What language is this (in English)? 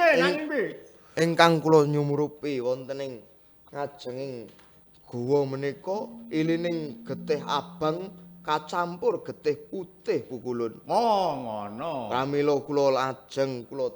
Javanese